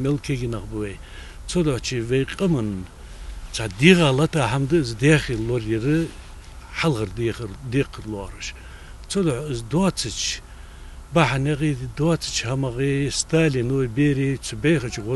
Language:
Ingush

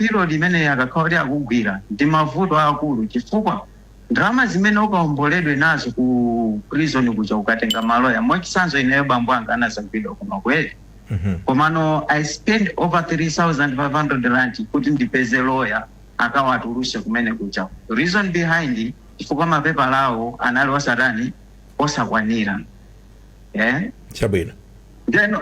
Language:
Nyanja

